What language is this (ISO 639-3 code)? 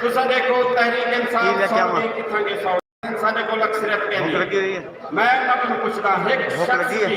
skr